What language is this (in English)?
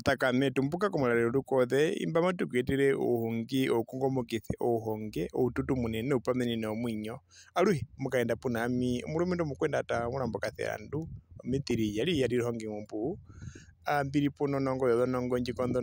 Herero